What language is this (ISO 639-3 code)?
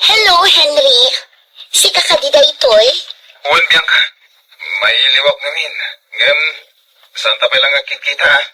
ilo